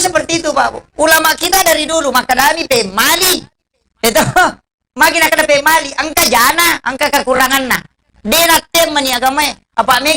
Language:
Buginese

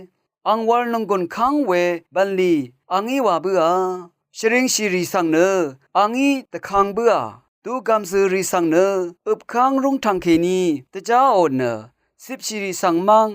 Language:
Rawang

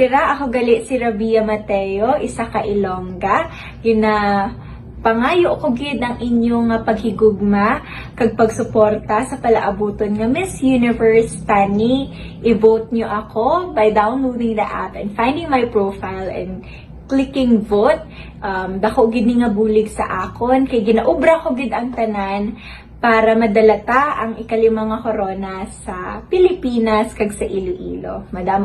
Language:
Hiligaynon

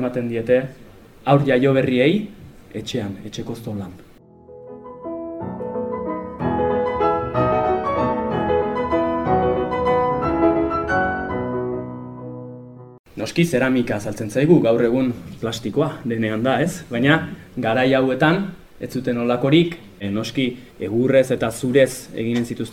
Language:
Basque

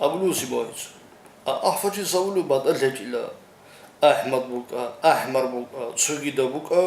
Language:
Avaric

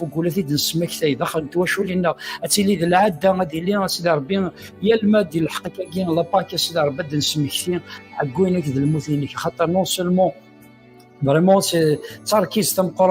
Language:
Kabyle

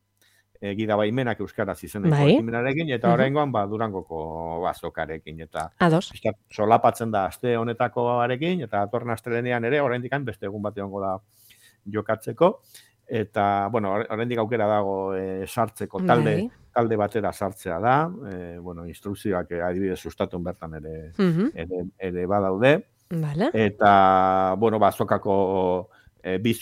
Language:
Basque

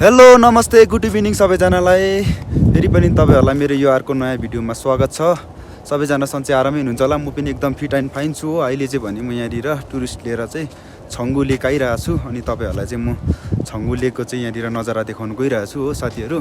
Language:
Nepali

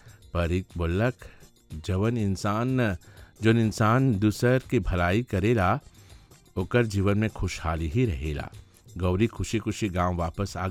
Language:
Bhojpuri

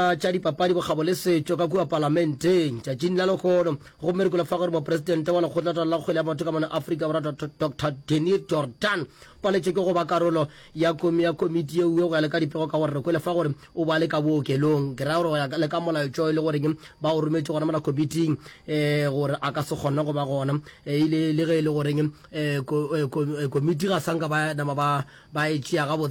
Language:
Northern Sotho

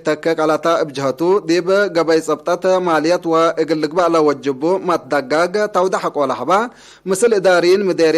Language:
Tigre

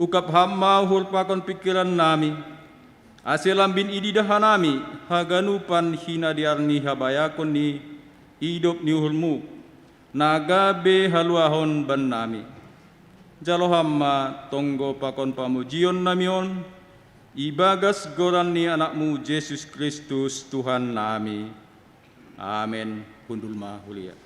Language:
Batak Simalungun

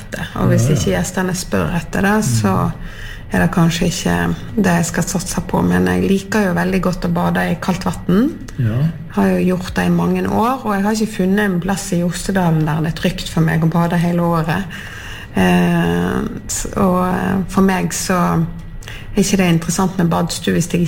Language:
Norwegian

